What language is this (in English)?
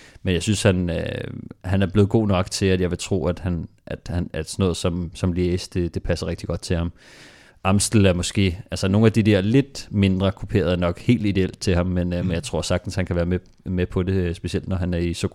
Danish